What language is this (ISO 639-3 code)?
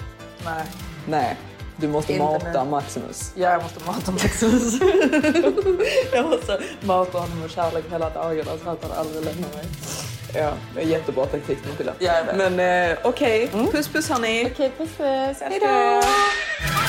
swe